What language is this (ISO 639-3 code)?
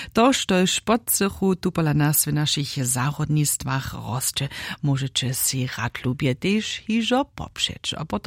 hsb